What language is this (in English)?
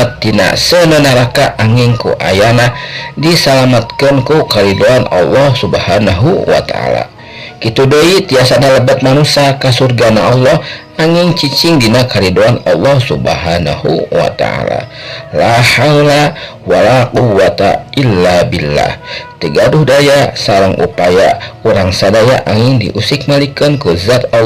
Sundanese